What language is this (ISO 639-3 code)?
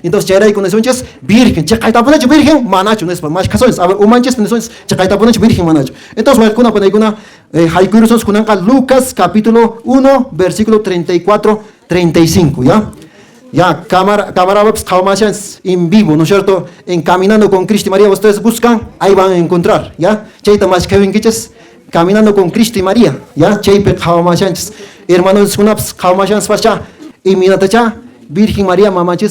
que